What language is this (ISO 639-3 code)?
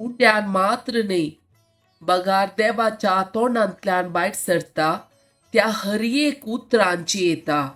kok